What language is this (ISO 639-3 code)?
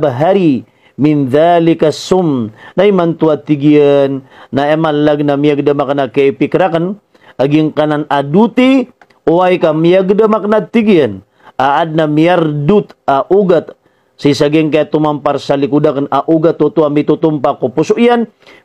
mrw